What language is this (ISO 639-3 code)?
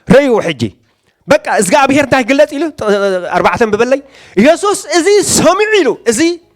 tir